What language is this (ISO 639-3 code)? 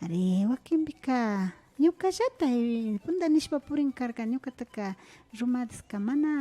qvi